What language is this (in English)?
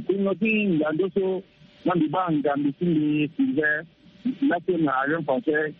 Sango